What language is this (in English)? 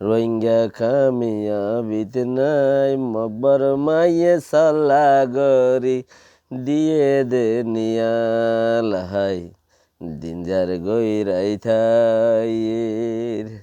Rohingya